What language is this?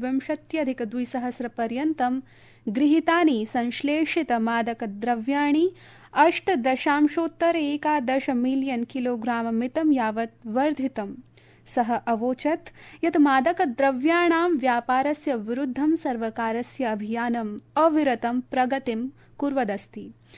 Sanskrit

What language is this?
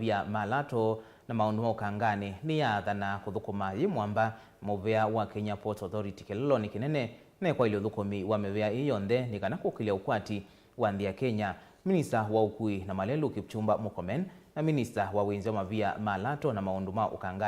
Kamba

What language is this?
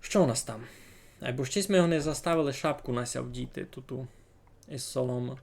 Rusyn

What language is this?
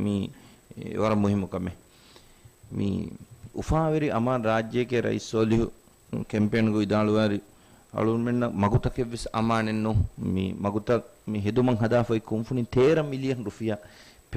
Divehi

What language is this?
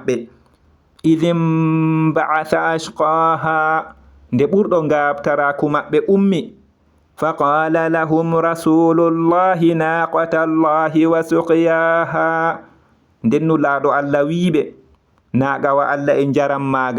Fula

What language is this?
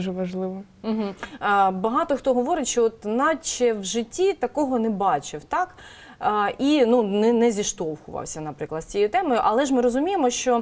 Ukrainian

